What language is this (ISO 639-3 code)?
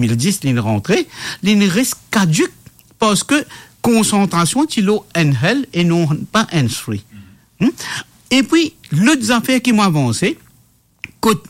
mfe